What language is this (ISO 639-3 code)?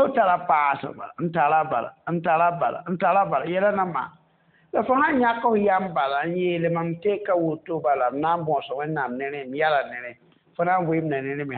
mos